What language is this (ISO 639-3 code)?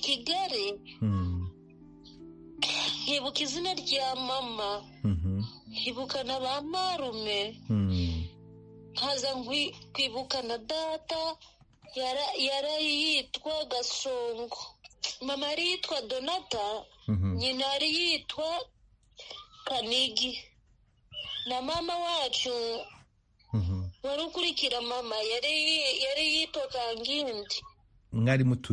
kin